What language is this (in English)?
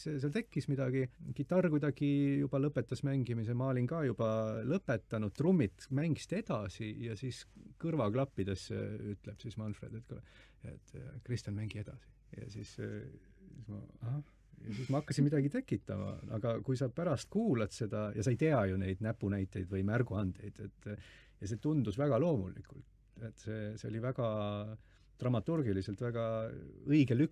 Estonian